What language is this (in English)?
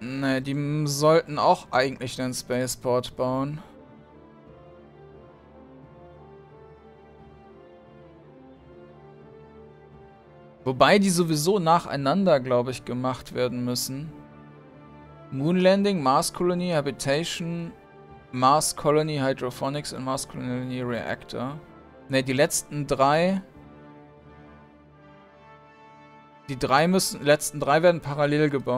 German